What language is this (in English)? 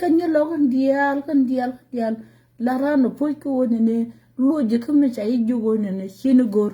Nuer